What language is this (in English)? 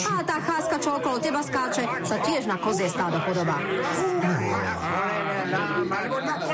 Slovak